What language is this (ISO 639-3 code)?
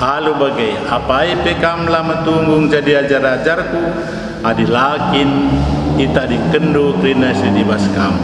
btx